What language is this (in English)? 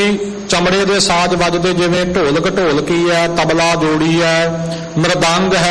Punjabi